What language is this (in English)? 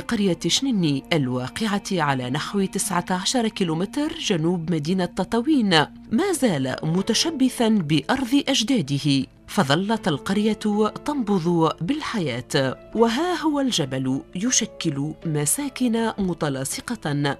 Tunisian Arabic